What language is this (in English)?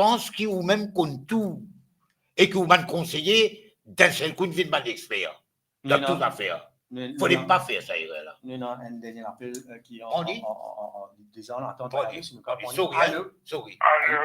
Morisyen